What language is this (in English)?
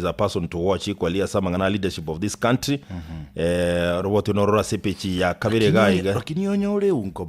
Gusii